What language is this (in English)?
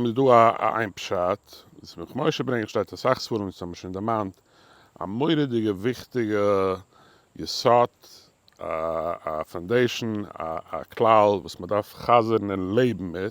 Yiddish